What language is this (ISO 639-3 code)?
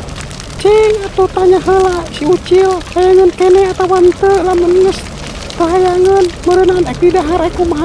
sun